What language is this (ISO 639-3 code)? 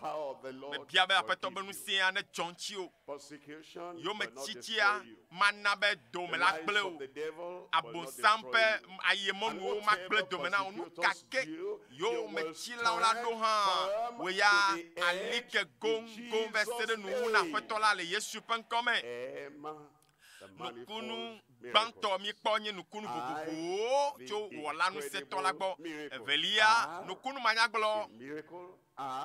ewe